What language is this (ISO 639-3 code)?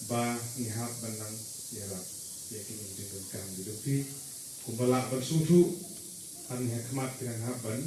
kha